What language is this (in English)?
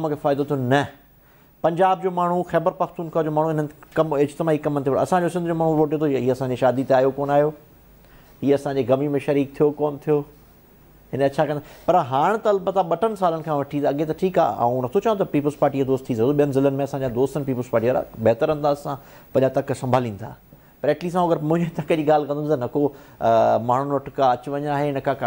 Sindhi